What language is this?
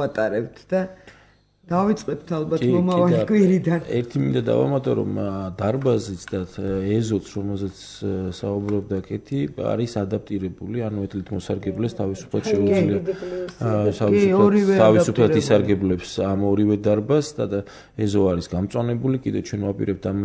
Georgian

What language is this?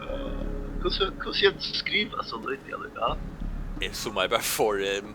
Faroese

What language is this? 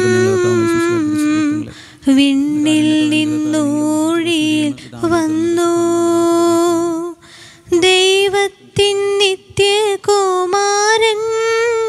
Malayalam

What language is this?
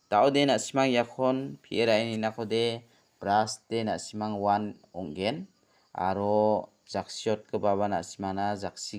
Garo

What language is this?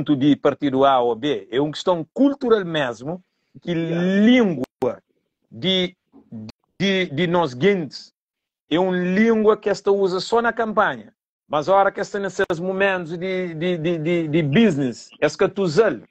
Kabuverdianu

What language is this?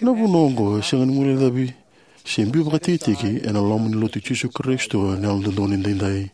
Fijian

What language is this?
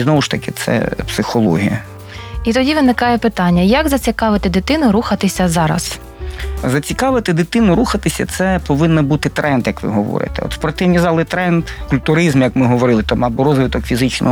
Ukrainian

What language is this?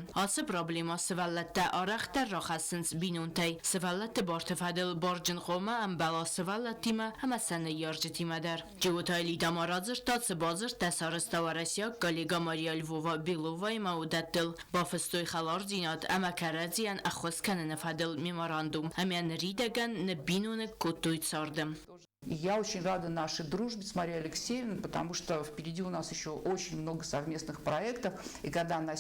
Ossetic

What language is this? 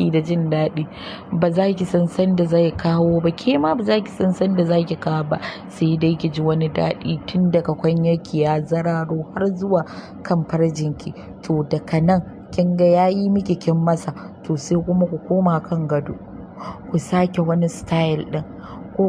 Hausa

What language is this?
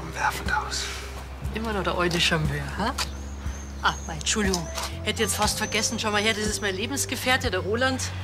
Bavarian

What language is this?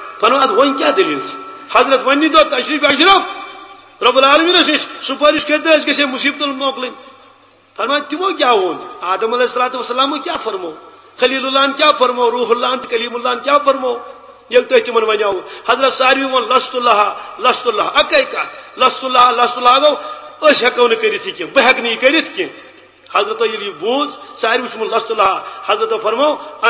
Kashmiri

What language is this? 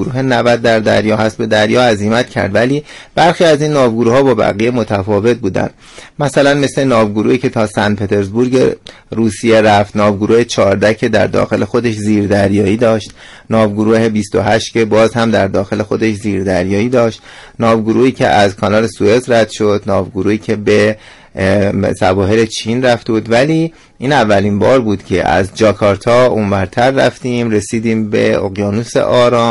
Persian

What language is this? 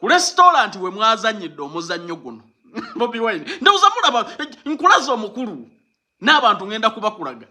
Ganda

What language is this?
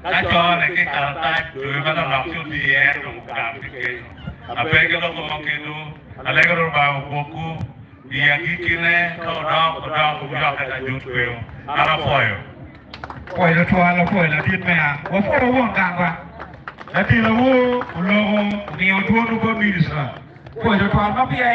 Acoli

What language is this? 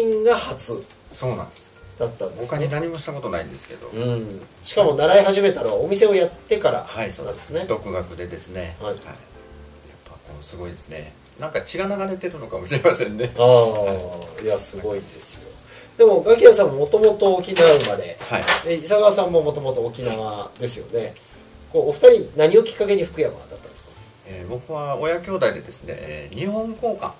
Japanese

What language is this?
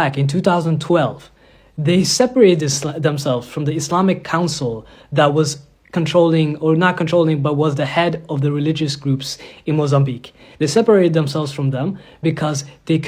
Yoruba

